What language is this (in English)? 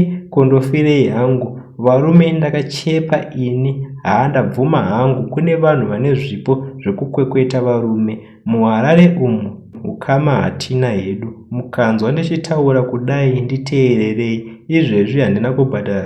Shona